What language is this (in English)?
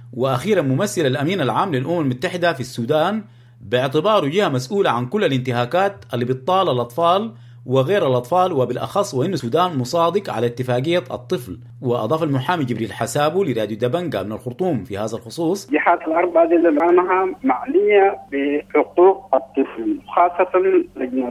Sudanese Arabic